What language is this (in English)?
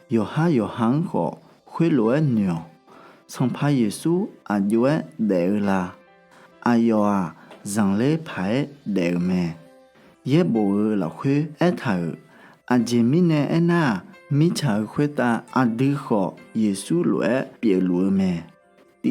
Akha